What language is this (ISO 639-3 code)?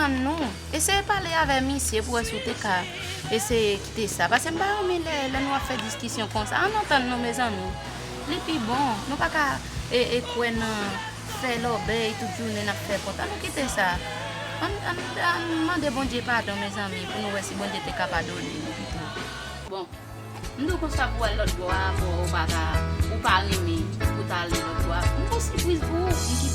hat